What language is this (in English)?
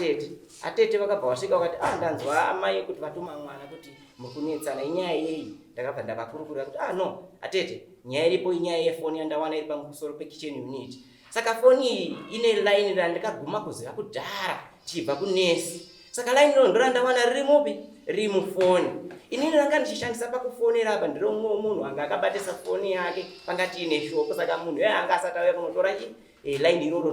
Shona